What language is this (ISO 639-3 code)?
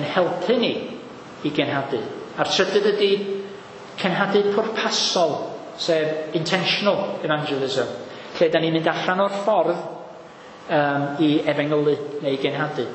cym